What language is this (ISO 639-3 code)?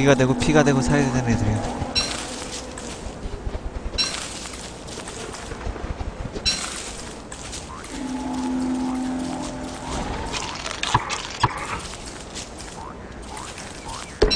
kor